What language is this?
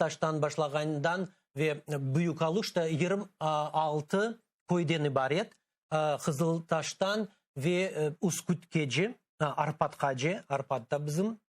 Crimean Tatar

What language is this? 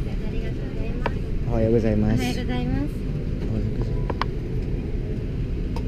Japanese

